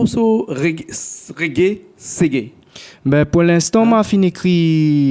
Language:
Réunion Creole French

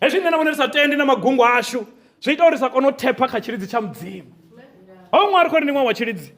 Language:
Venda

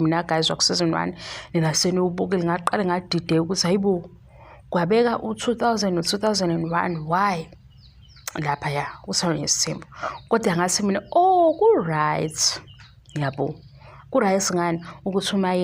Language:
Zulu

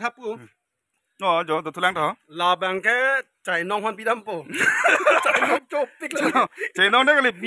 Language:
Karbi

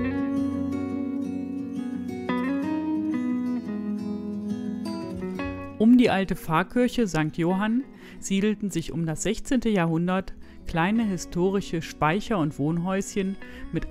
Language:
German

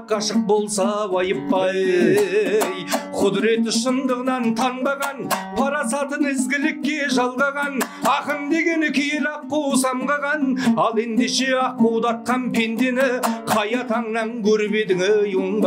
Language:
Kazakh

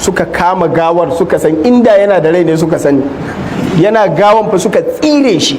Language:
Hausa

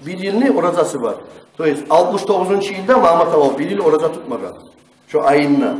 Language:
Kumyk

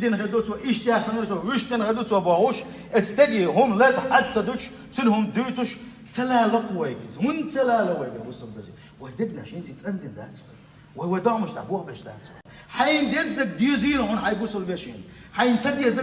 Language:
Chechen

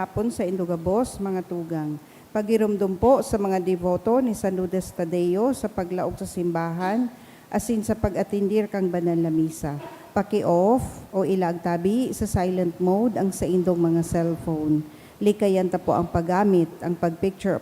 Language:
Bikol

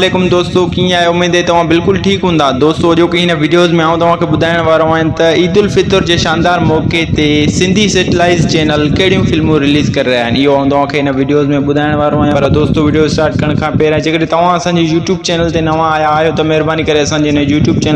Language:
Sindhi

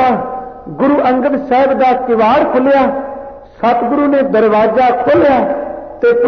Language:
Punjabi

